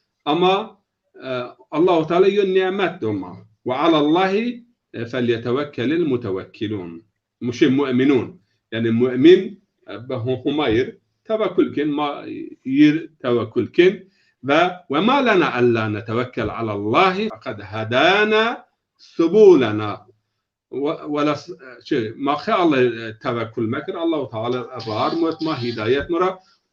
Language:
Zaza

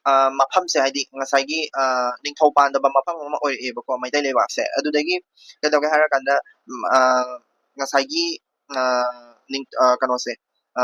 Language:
Manipuri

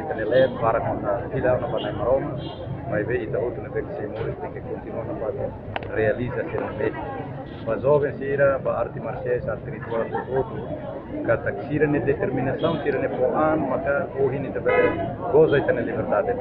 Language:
Tetum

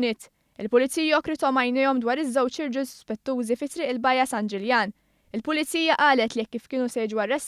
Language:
Maltese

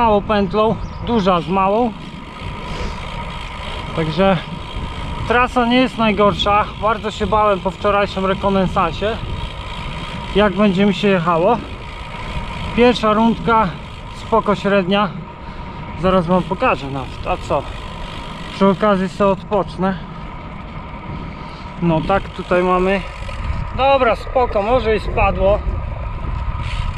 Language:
Polish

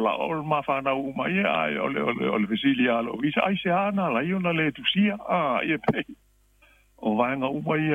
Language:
Samoan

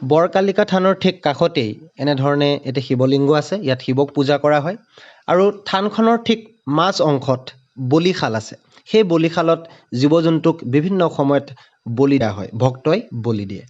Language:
Assamese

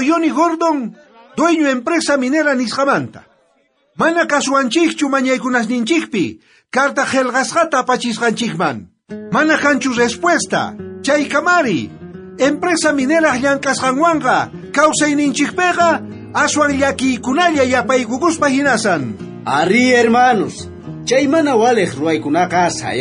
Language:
South Bolivian Quechua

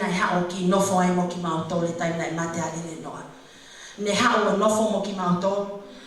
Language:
Tongan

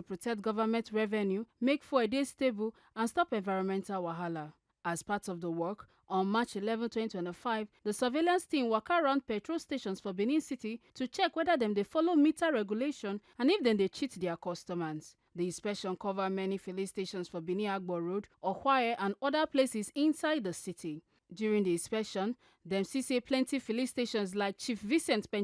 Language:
Nigerian Pidgin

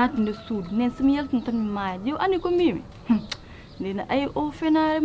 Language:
Fula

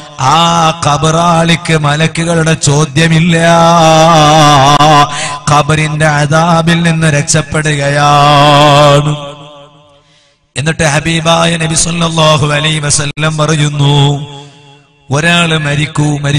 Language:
Malayalam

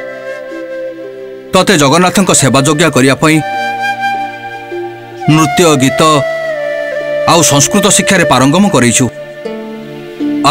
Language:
Odia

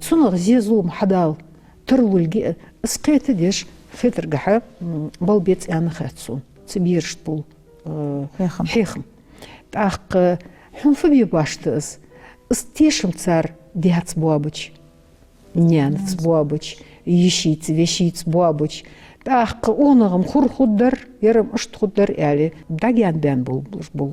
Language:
Ingush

